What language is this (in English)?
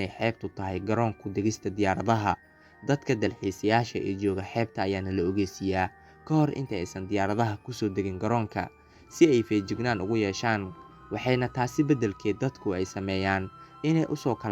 Somali